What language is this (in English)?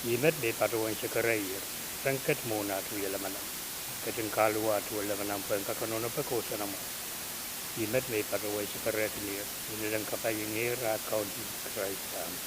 Pohnpeian